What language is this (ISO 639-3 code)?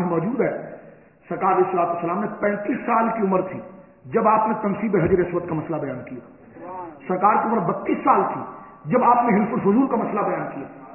urd